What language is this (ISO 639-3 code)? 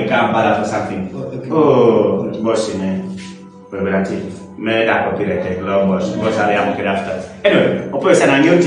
kdi